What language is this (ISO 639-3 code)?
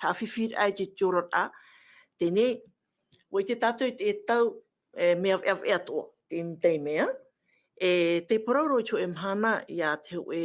tah